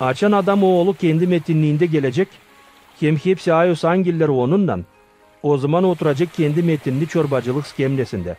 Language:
Gagauz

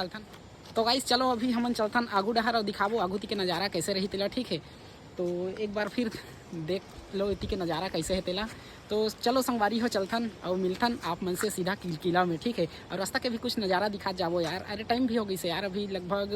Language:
Chhattisgarhi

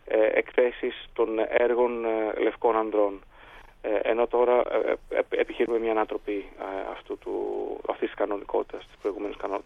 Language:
Greek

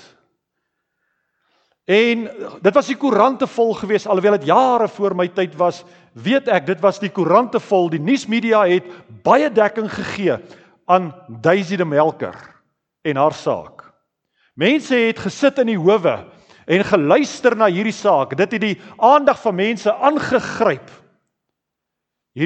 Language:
Afrikaans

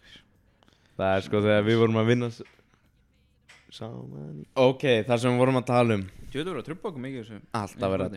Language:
Icelandic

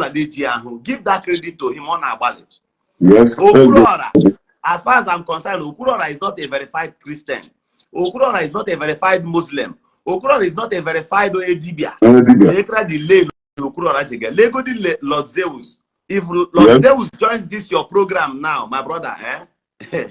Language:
Igbo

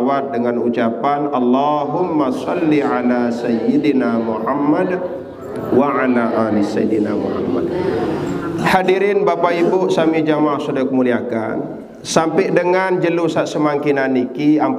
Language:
Sasak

